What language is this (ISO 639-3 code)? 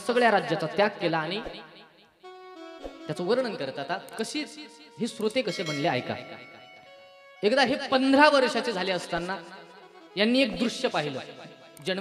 mar